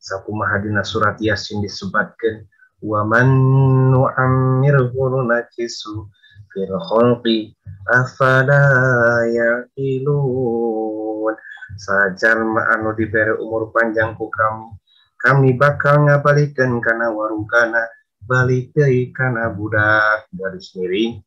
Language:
Sundanese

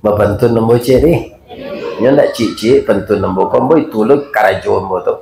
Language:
Minangkabau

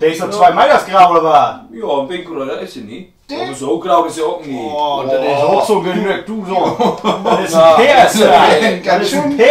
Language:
Low German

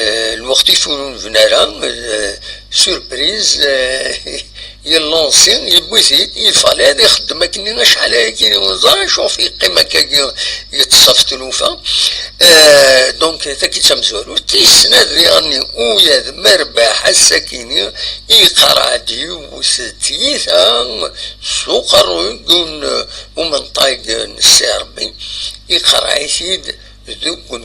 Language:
Kabyle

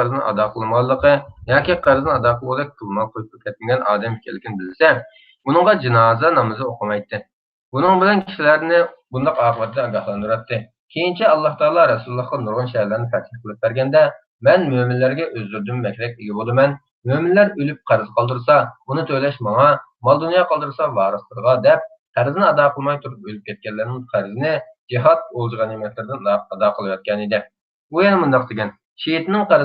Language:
Uyghur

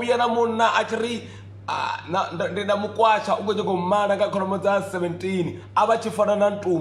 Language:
Venda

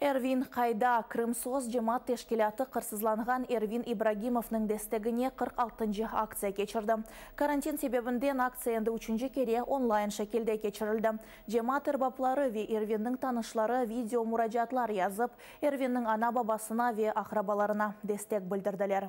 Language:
Crimean Tatar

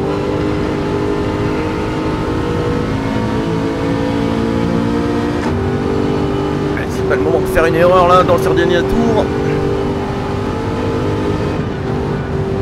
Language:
French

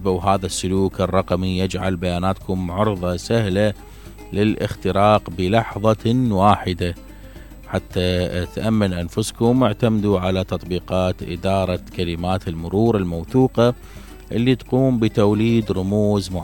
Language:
Mesopotamian Arabic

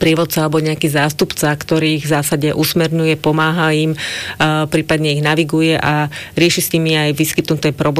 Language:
Slovak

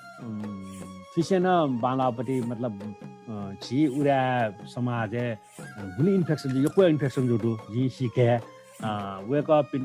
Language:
Newari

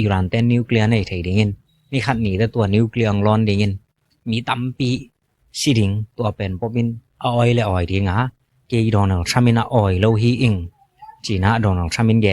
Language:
Tedim Chin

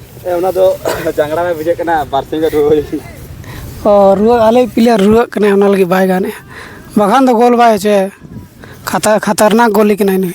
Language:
Santali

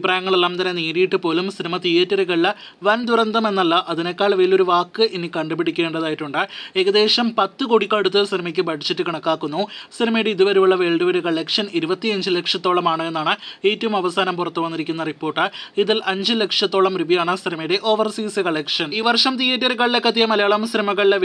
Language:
Malayalam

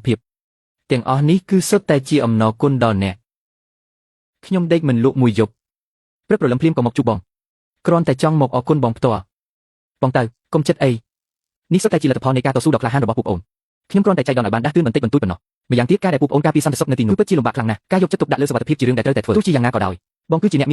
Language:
Khmer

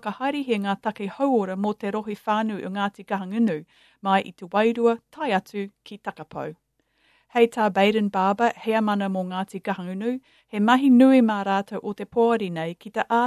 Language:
Māori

